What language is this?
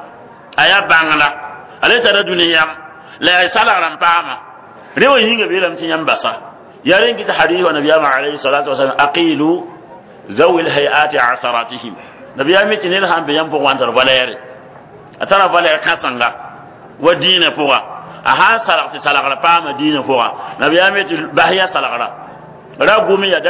Mossi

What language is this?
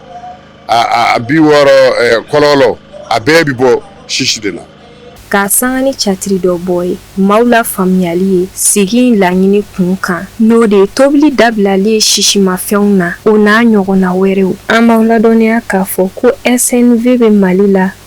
Bambara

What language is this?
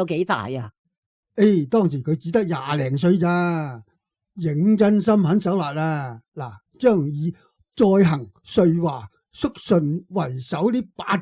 Cantonese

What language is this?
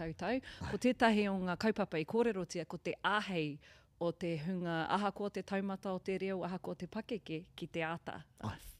Māori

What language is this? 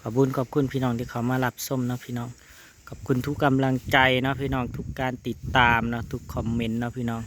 Northeastern Thai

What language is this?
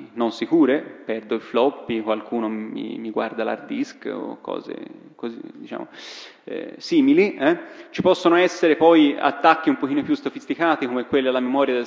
Italian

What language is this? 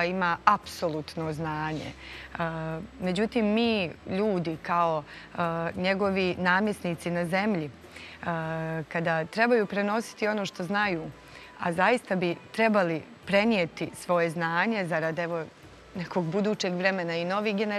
Bosnian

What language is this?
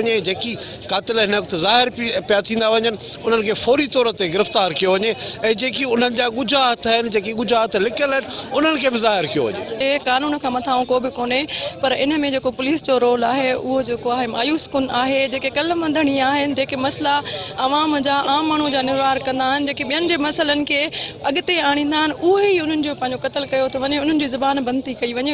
Sindhi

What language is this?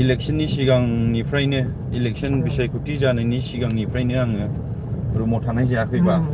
Bodo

